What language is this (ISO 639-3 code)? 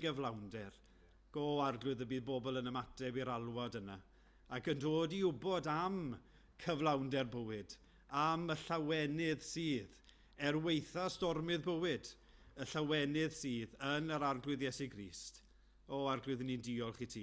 cym